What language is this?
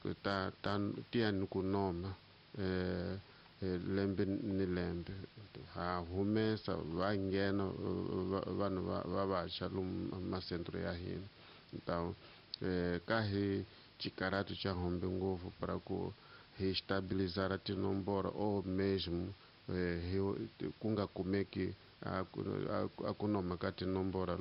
Tsonga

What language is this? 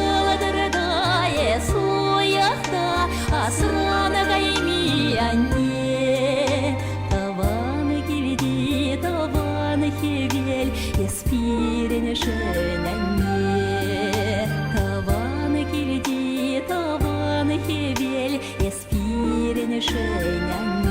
Chuvash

